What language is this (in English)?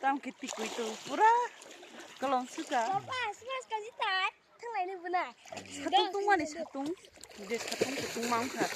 Kok Borok